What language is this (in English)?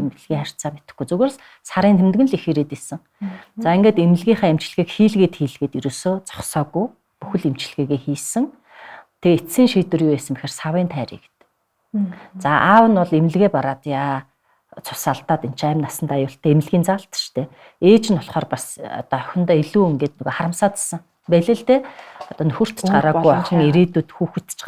Mongolian